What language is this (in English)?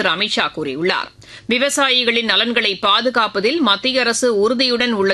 Tamil